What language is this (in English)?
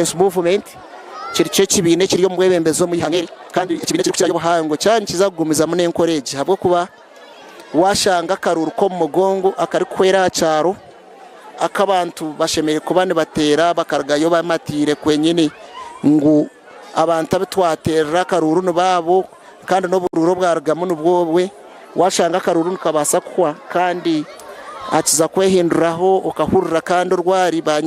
Nyankole